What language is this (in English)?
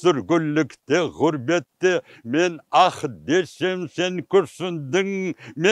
Crimean Tatar